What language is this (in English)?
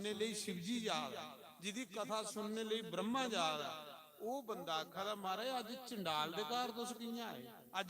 Dogri